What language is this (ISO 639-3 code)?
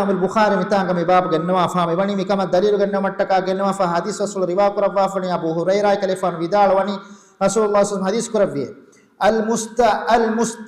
div